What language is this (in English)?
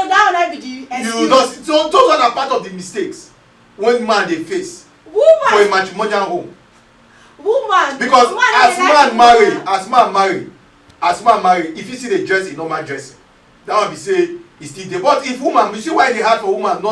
Nigerian Pidgin